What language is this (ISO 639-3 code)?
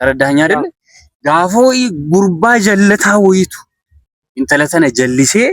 orm